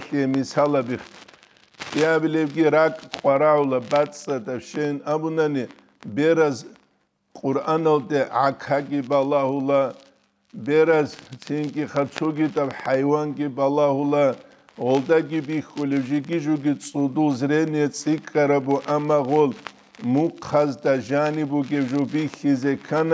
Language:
Avaric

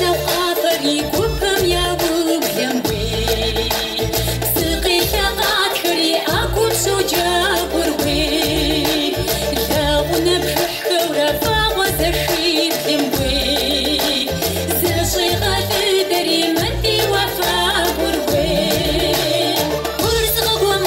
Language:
Kabardian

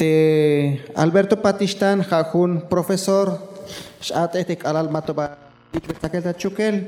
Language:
Tzeltal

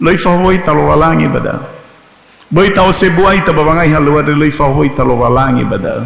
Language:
Nias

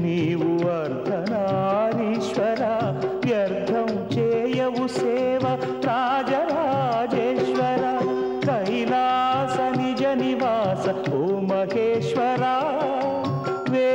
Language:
Telugu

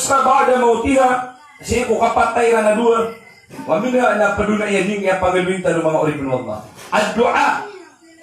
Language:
Maranao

